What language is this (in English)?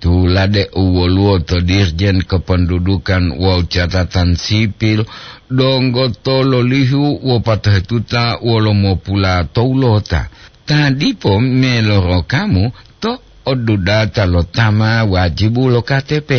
Gorontalo